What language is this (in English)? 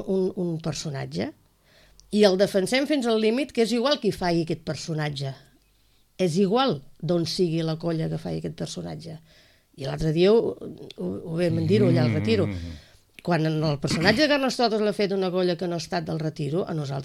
Catalan